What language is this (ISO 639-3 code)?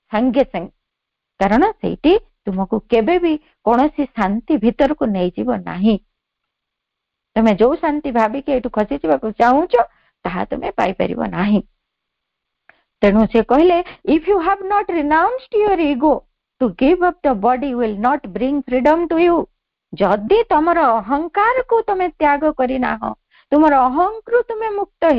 ori